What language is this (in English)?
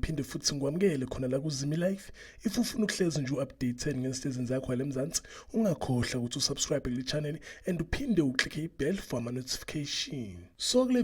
Zulu